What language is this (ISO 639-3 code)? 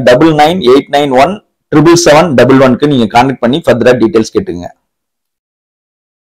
tam